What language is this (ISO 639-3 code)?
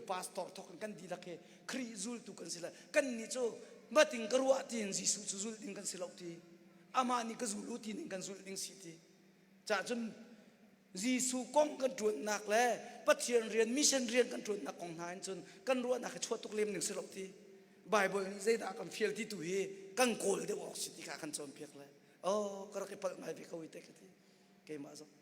cnh